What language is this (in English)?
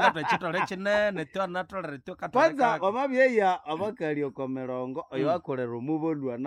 Nande